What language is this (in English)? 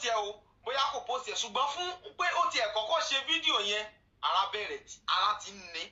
Yoruba